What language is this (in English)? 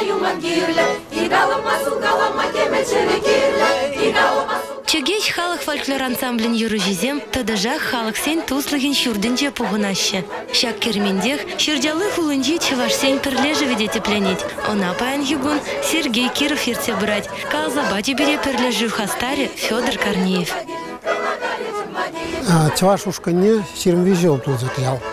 Chuvash